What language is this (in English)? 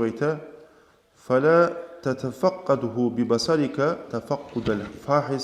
Kumyk